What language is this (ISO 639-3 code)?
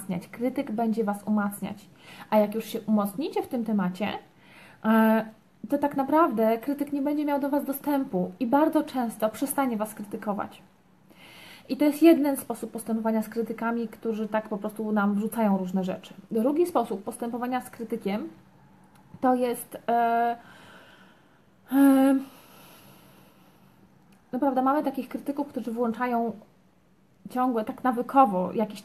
pol